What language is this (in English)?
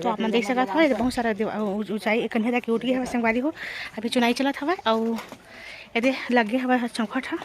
Chhattisgarhi